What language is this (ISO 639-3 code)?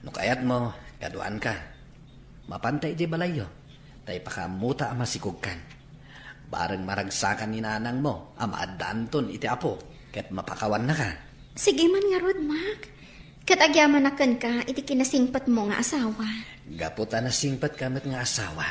ilo